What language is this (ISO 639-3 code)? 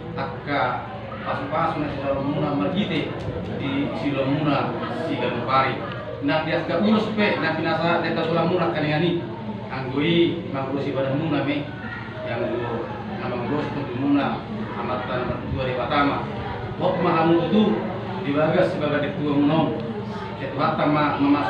bbc